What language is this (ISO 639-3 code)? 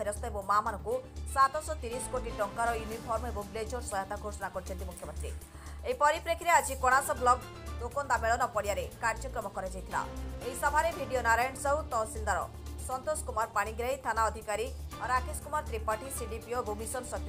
ori